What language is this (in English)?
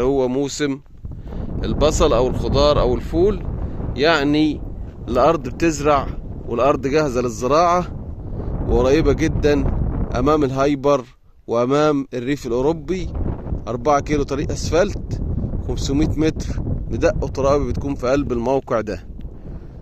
Egyptian Arabic